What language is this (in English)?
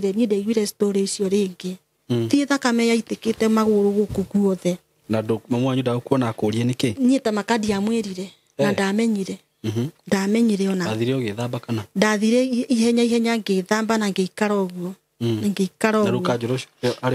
Kikuyu